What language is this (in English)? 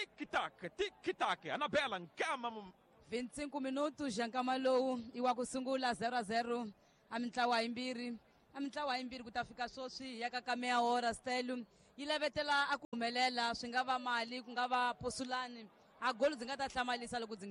Tsonga